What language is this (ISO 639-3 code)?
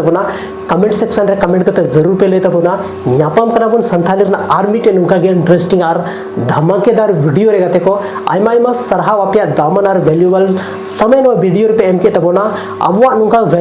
sat